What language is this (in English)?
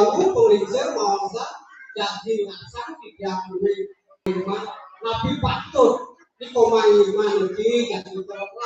Balinese